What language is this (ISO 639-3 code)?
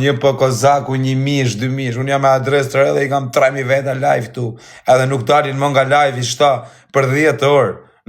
sqi